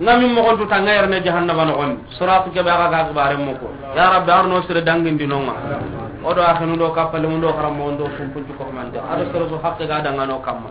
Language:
Soninke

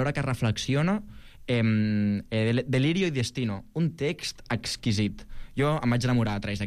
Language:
Catalan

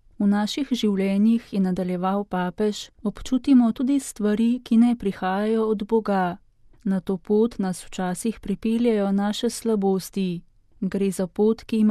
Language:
Slovenian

